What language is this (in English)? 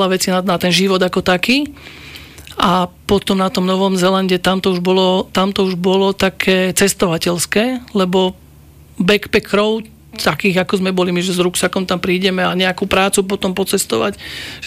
Slovak